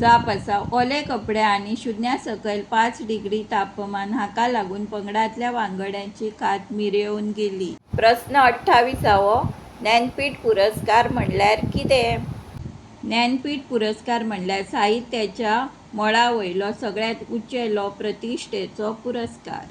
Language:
Konkani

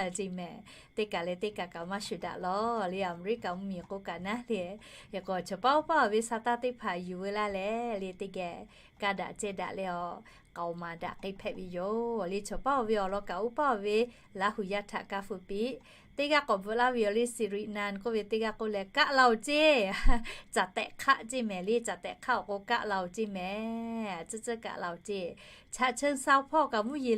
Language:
Lahu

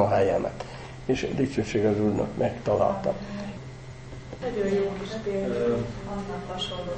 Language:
Hungarian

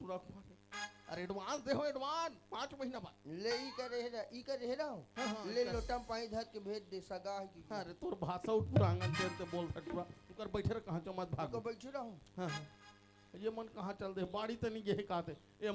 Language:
Chhattisgarhi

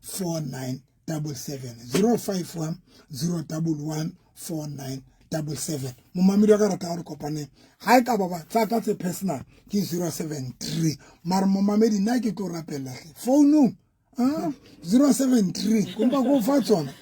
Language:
Southern Sotho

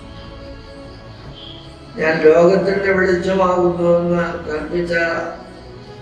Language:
Malayalam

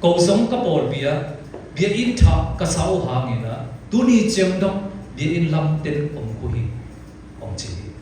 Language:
Siyin Chin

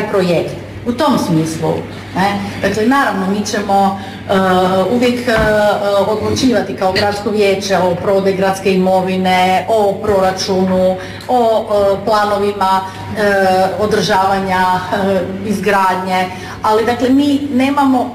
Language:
Croatian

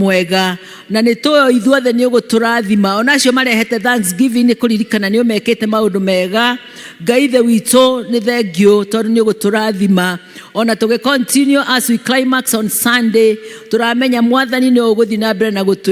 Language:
Kikuyu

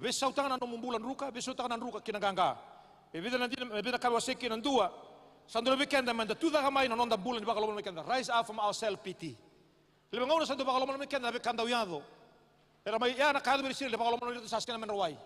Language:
Fijian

